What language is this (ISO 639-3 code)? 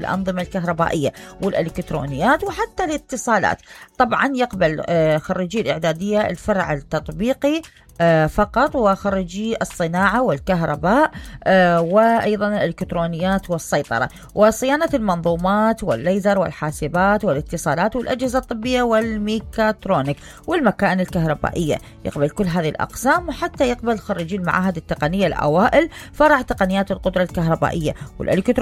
acm